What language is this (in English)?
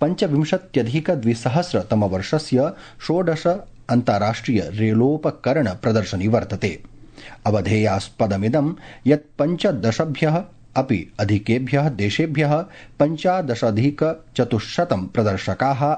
Sanskrit